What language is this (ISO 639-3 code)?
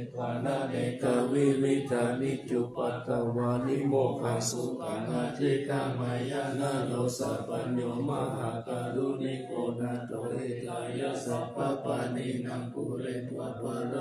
pli